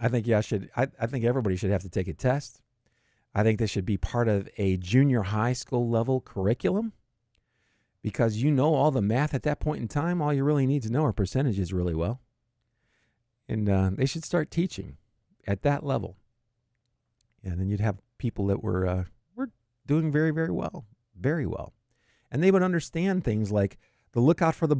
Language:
English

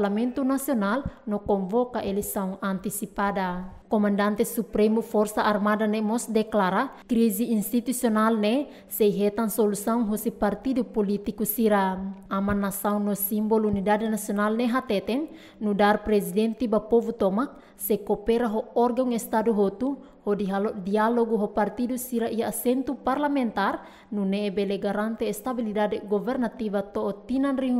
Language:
Tetum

